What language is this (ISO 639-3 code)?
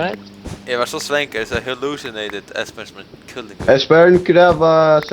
fao